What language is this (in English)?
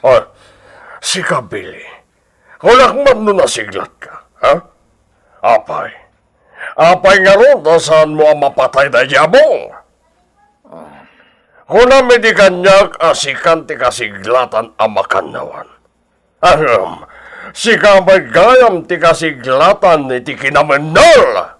Iloko